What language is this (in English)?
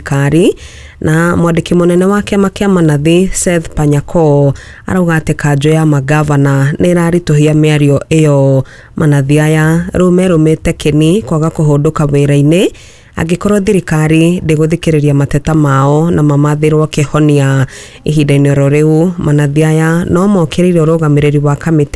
Kikuyu